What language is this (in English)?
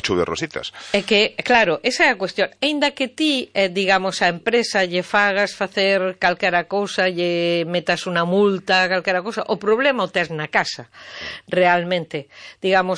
Galician